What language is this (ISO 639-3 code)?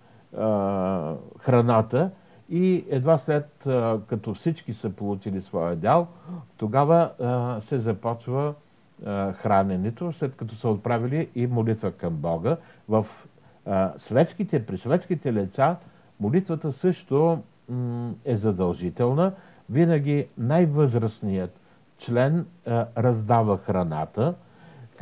bul